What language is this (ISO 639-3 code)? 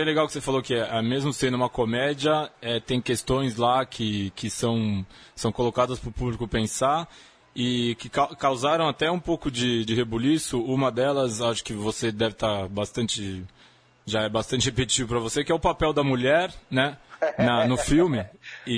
por